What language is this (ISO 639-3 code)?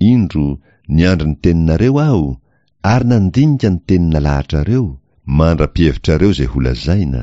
mlg